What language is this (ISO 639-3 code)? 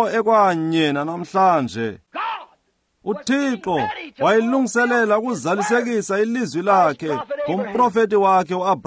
xho